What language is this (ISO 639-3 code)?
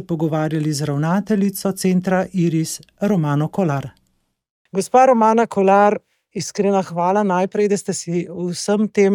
slv